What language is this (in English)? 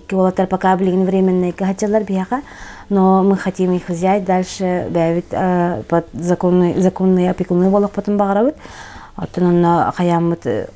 Yakut